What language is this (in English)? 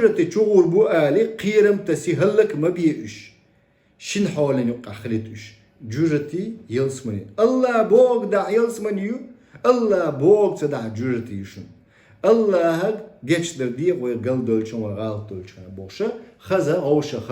Chechen